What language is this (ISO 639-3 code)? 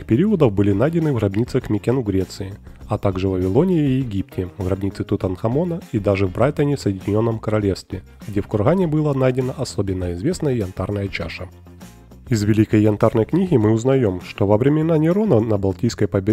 rus